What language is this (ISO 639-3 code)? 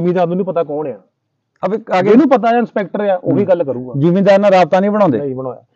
pan